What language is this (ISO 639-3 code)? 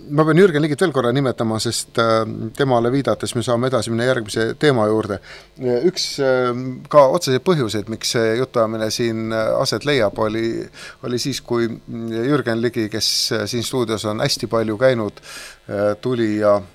est